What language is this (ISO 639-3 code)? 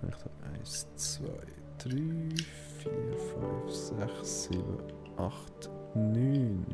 gsw